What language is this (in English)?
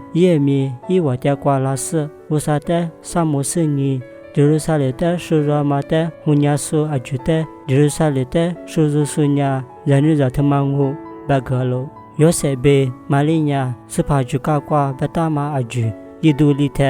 Lisu